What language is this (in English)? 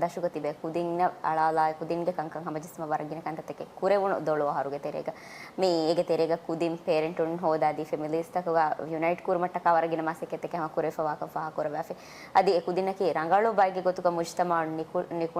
Divehi